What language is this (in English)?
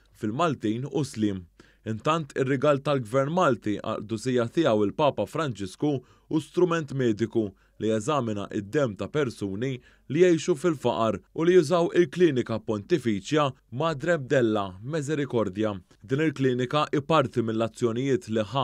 Maltese